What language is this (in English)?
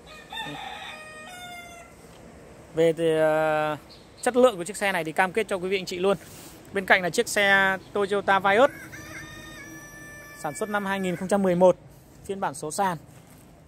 Vietnamese